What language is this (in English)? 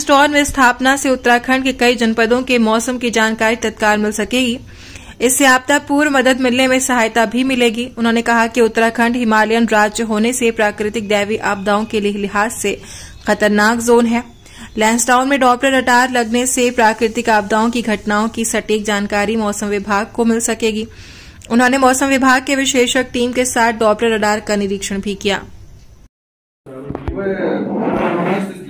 Hindi